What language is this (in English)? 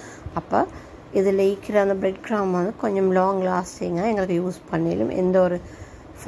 Tamil